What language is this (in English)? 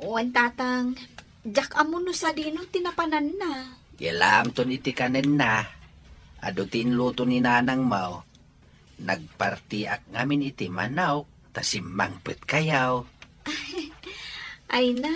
Iloko